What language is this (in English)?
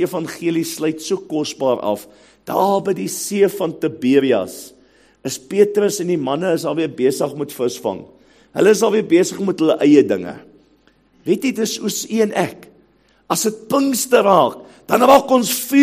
Afrikaans